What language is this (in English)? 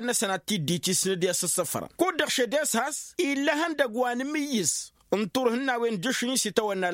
Tamasheq